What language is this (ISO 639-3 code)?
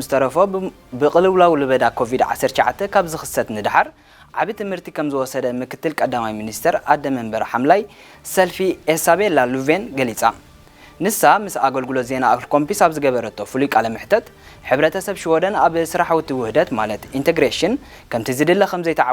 tir